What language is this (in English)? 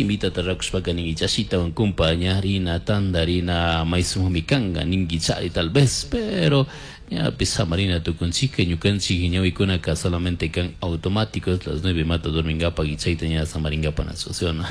Chimborazo Highland Quichua